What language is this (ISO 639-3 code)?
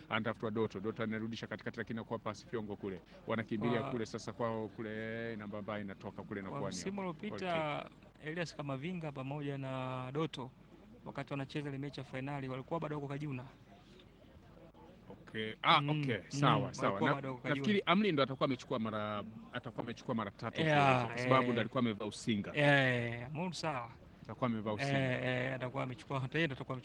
swa